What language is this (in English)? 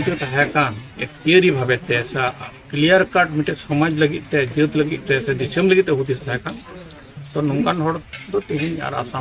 Santali